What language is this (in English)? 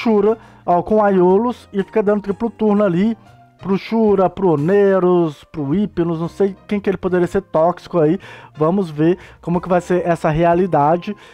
Portuguese